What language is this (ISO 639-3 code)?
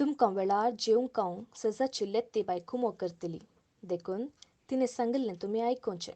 kok